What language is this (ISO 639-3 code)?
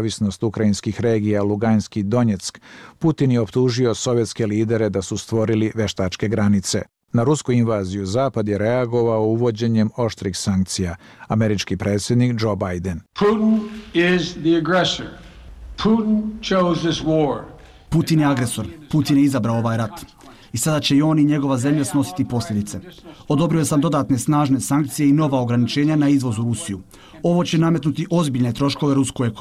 bos